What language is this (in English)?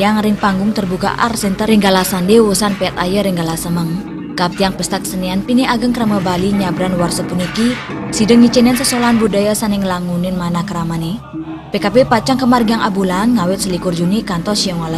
Balinese